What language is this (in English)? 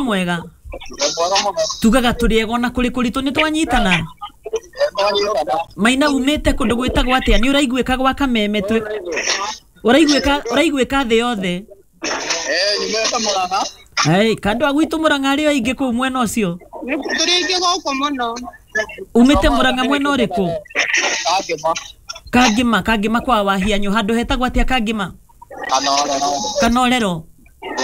Kikuyu